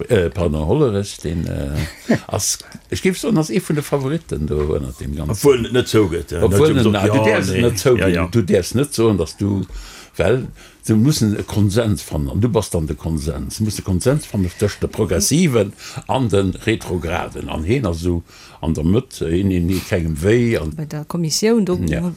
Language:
Luxembourgish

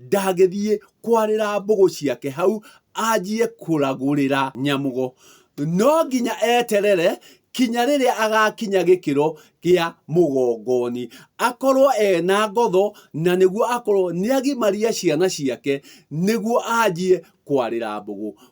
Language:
Kikuyu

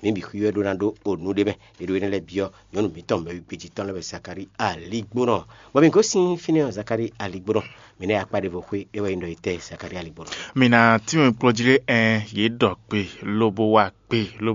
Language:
Fon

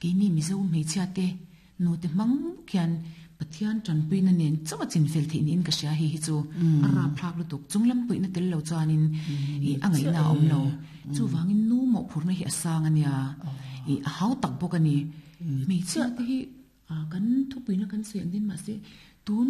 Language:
Mizo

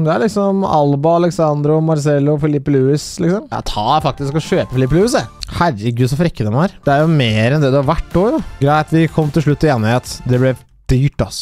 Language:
Norwegian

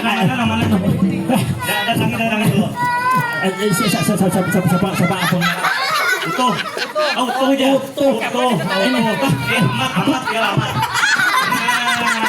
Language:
Banjar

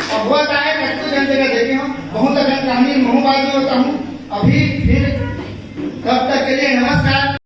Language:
Chhattisgarhi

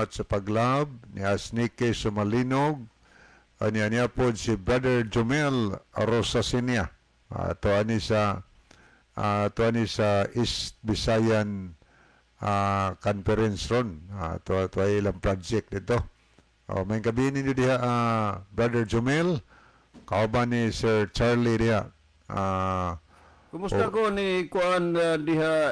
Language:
Cebuano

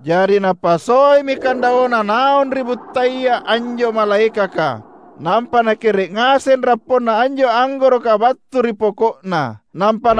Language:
Makasar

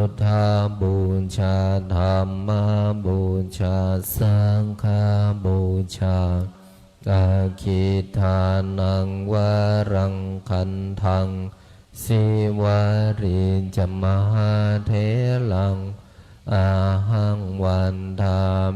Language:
Pali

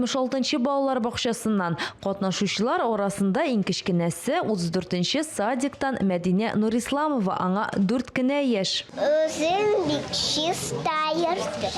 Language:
Tatar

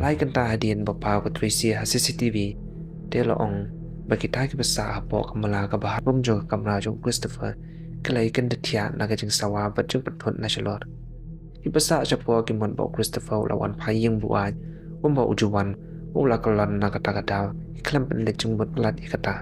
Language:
Khasi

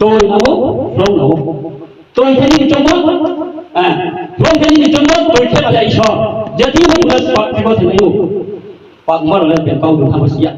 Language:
Riang (India)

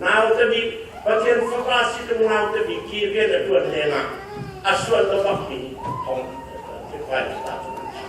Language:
Hakha Chin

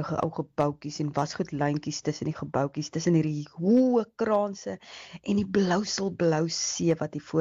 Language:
Afrikaans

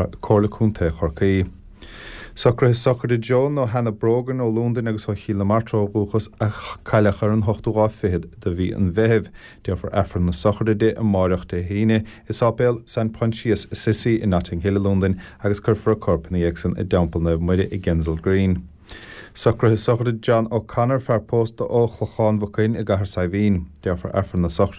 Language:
Irish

